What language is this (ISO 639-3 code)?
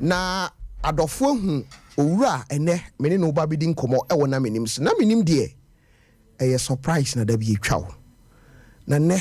aka